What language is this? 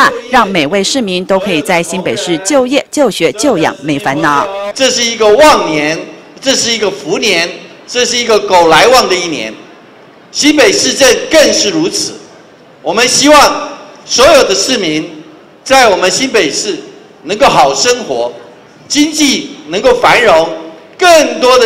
Chinese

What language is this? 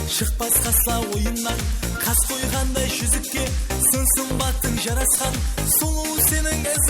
Kara-Kalpak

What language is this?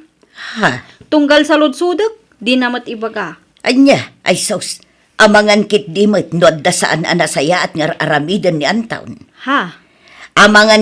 Iloko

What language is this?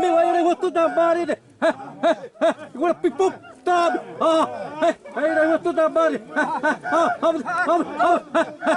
Xavánte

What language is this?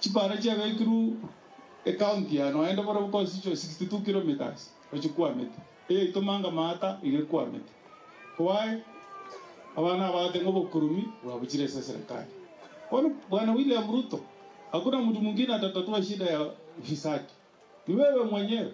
Gusii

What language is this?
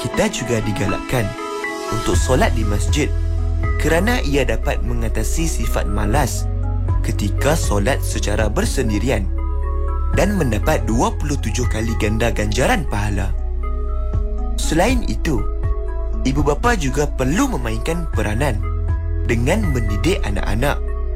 Malay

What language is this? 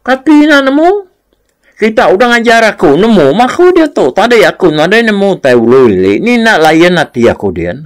Iban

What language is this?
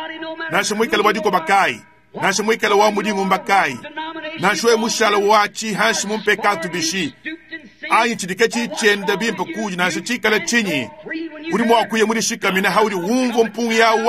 Luba-Lulua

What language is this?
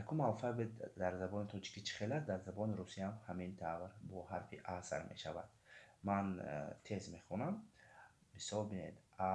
Tajik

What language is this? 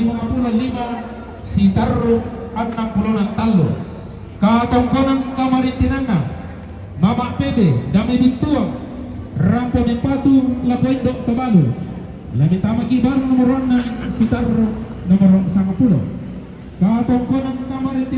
Toraja-Sa'dan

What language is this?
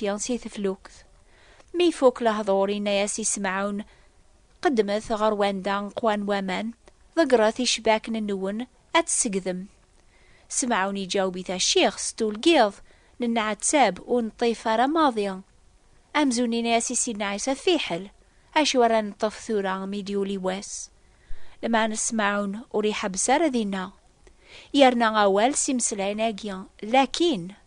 Kabyle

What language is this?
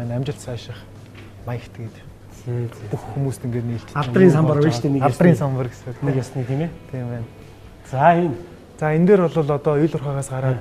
Mongolian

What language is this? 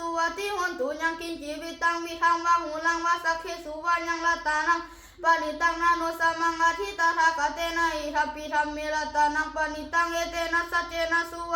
Pali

